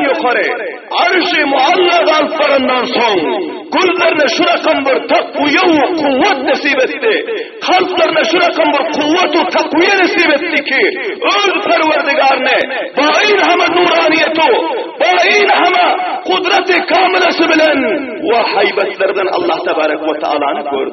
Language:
Turkmen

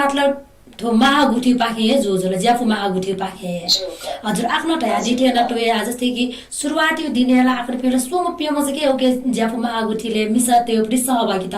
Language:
Newari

